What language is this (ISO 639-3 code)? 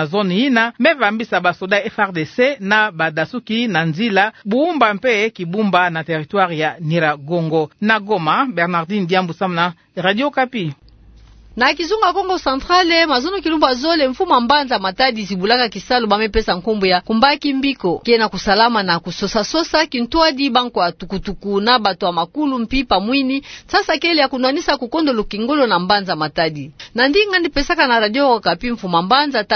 ktu